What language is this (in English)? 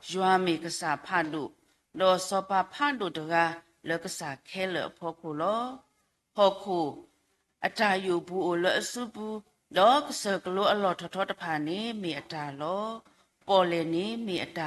S'gaw Karen